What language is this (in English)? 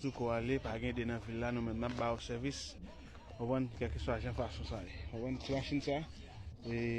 Haitian Creole